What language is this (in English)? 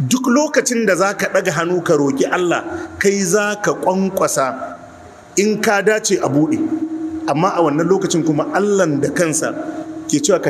Hausa